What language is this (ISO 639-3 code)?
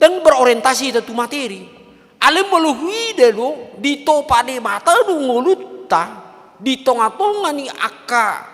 bbc